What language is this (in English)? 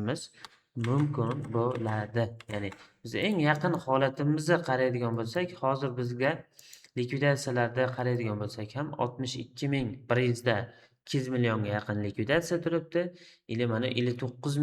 Uzbek